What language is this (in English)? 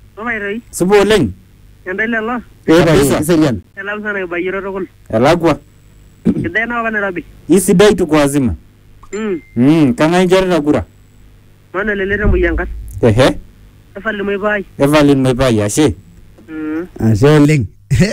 Masai